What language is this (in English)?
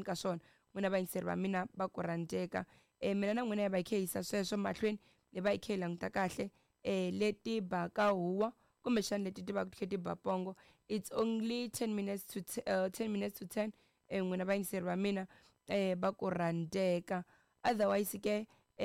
Tsonga